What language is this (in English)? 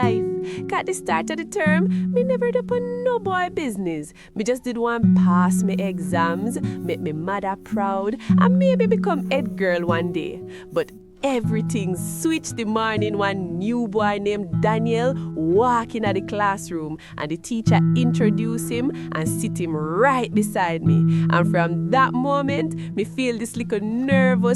Jamaican Creole English